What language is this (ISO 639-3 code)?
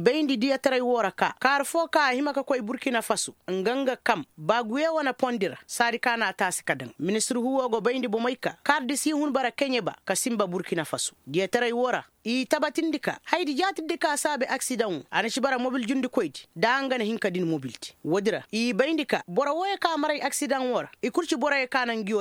ses